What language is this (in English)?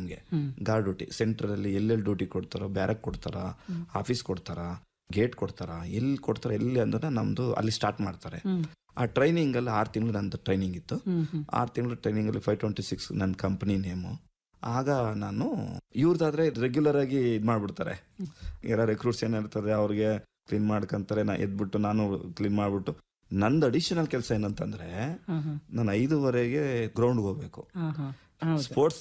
Kannada